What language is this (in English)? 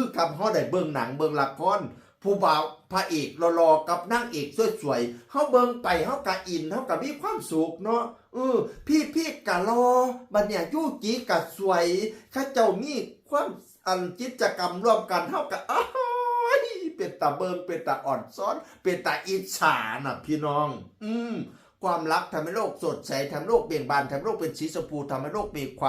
Northeastern Thai